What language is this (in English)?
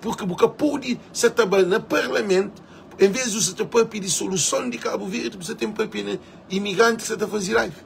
Kabuverdianu